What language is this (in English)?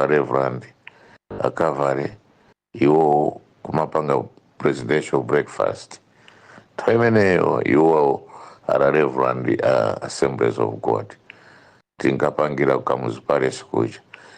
Nyanja